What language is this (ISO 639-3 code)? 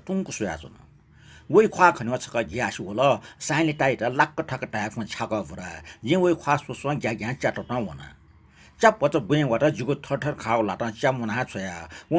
new